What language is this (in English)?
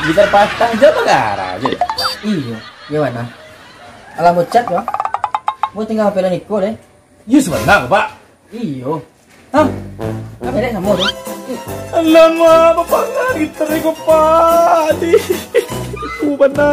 Minangkabau